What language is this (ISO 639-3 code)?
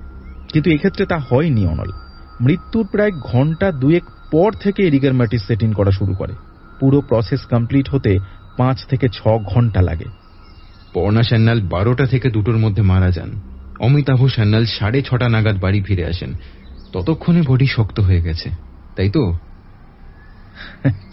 ben